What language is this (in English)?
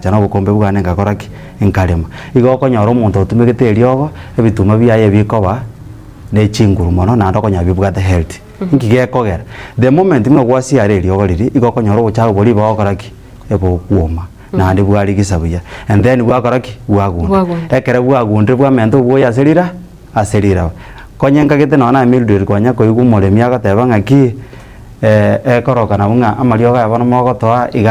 Gusii